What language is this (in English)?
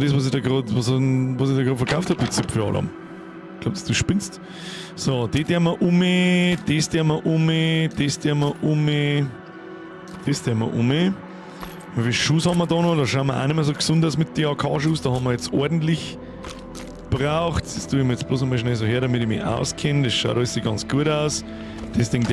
Bavarian